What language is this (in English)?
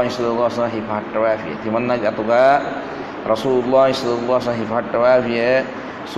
Divehi